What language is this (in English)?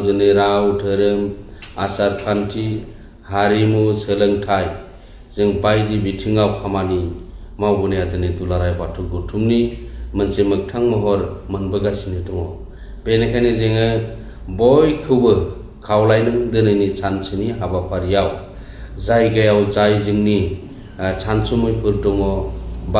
Bodo